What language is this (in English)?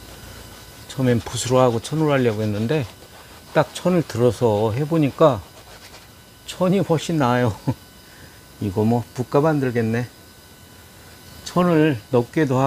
Korean